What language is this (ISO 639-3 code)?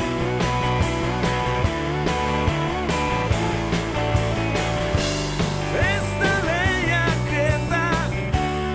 eus